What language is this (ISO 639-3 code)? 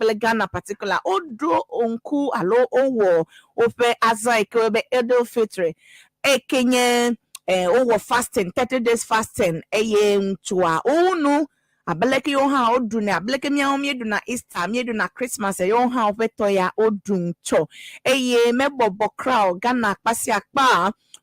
ewe